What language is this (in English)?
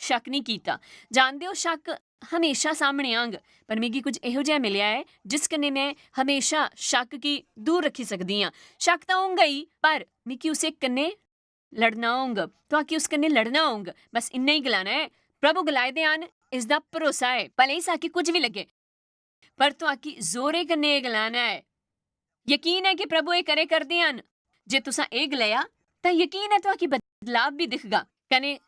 Dogri